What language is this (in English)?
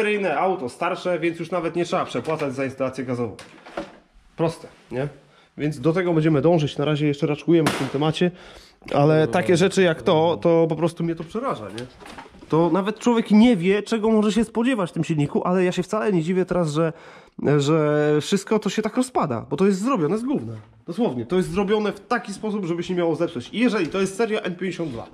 Polish